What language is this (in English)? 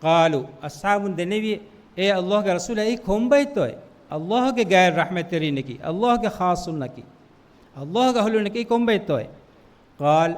Divehi